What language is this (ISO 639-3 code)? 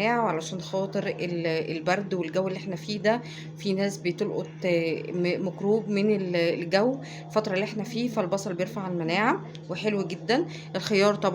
arz